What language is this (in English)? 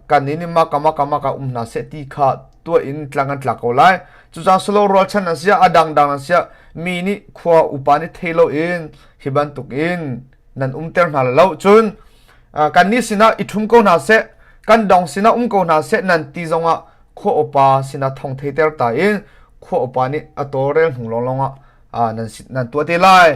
Hakha Chin